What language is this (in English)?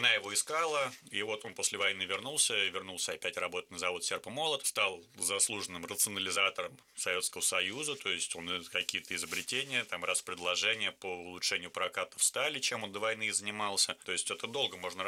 Russian